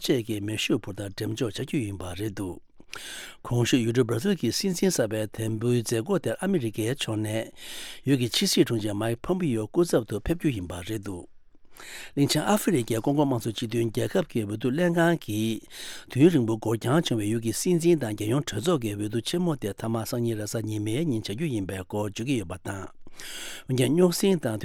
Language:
Tibetan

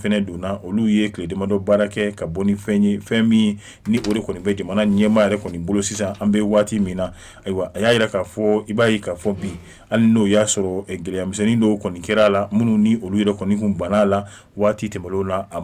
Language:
Bambara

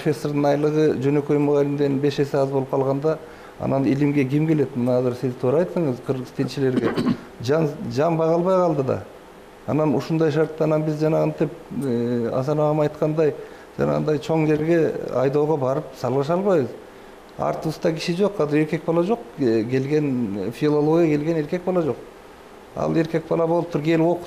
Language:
Kyrgyz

